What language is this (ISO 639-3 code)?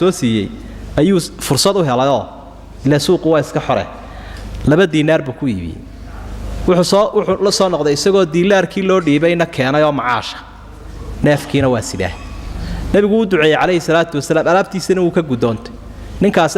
som